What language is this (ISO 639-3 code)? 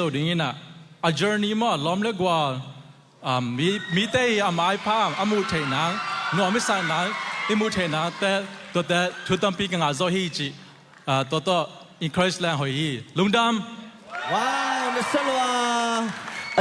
ctd